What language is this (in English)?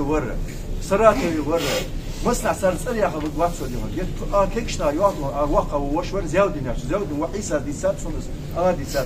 Ingush